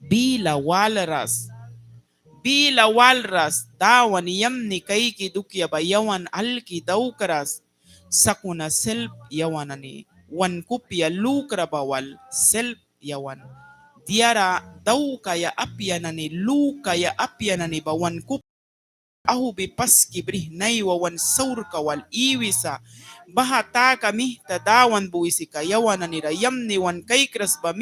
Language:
Mískito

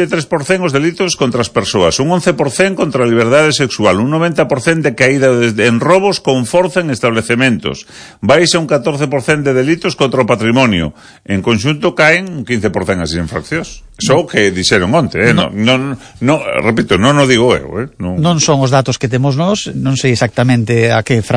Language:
Galician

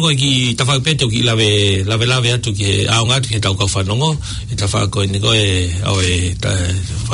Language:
Tongan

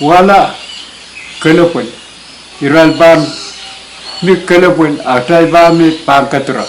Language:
Pohnpeian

